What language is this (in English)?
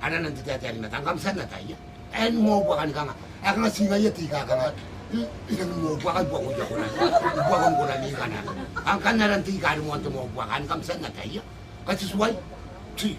Gilbertese